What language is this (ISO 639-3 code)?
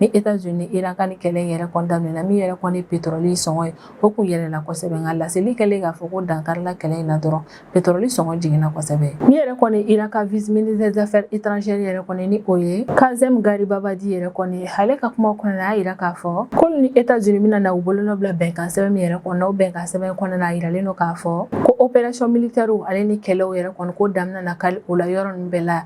bam